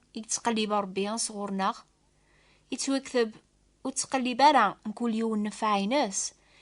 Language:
Kabyle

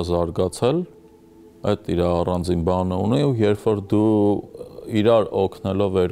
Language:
Armenian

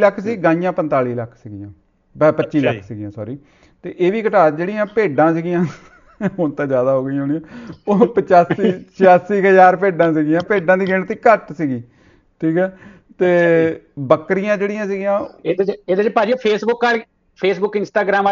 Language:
Punjabi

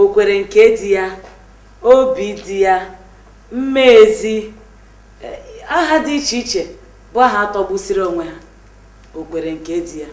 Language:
Igbo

